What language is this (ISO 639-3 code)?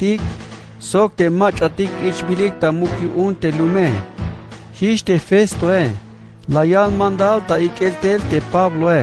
tzh